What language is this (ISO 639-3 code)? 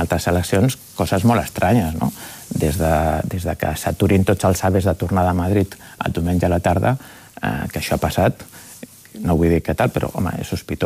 cat